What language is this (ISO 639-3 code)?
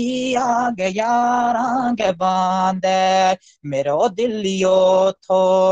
gju